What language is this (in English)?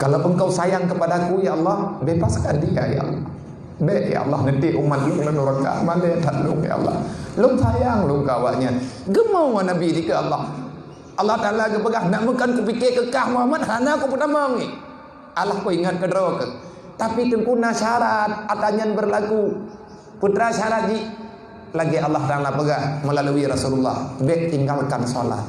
Achinese